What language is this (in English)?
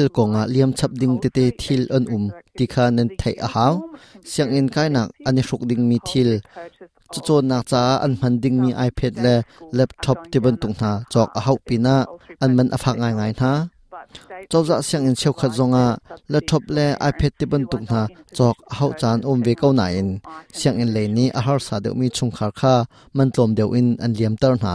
Hakha Chin